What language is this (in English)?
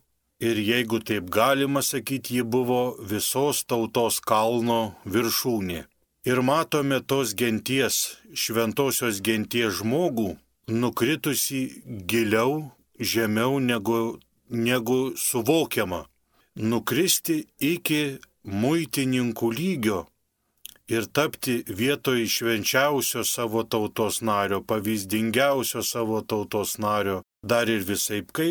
Lithuanian